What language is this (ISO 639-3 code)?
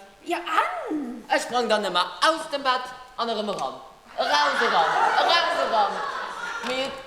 ltz